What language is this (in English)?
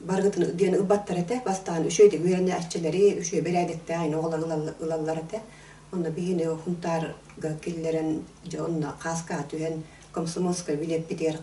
Yakut